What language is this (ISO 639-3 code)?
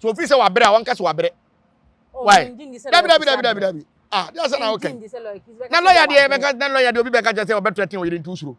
aka